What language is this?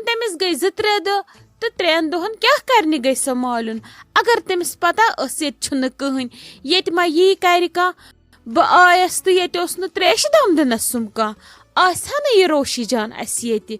Kashmiri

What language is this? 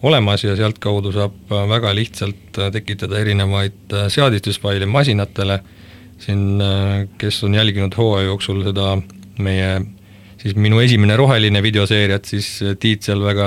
Estonian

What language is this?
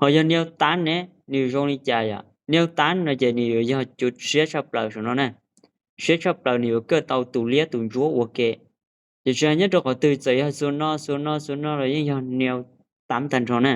Hmong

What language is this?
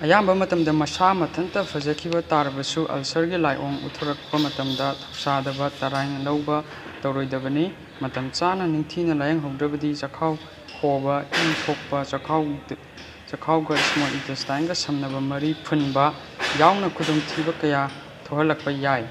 Manipuri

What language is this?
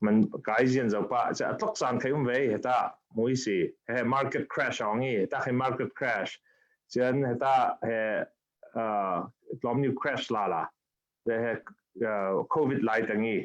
Falam Chin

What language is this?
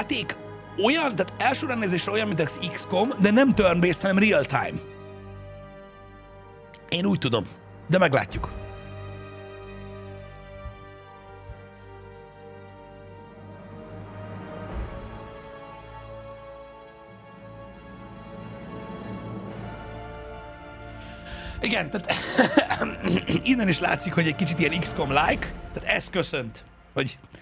Hungarian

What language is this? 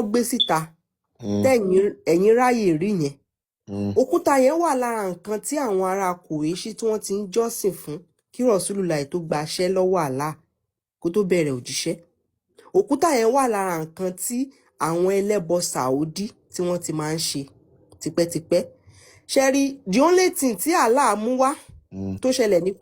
Yoruba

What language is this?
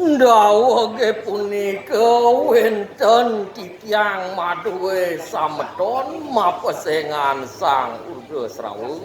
Balinese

